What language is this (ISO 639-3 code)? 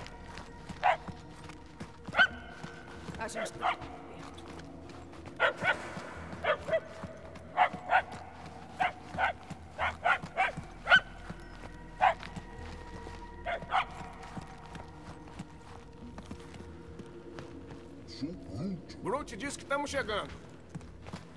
por